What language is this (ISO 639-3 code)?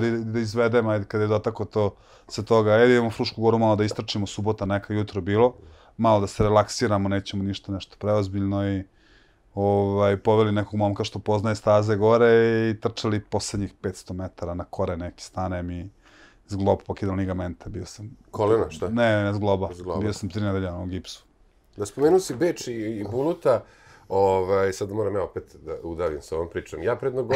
srp